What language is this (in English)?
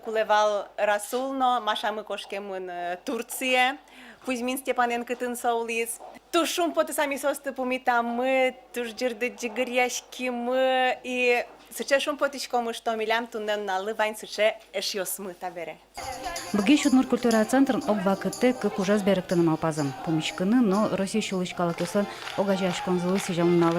Udmurt